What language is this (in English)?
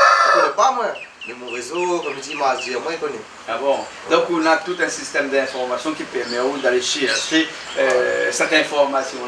Réunion Creole French